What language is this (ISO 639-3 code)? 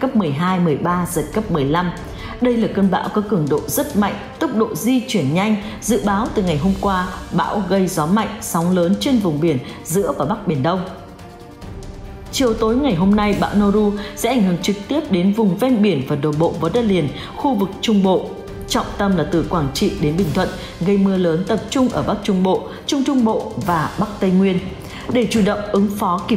vie